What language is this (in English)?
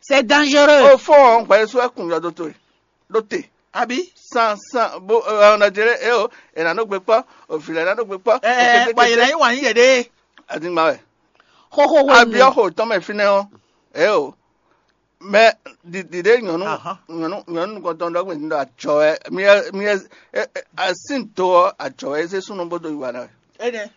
Fon